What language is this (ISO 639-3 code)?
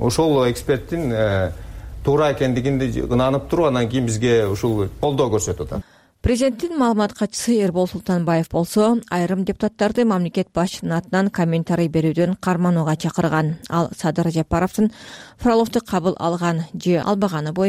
kir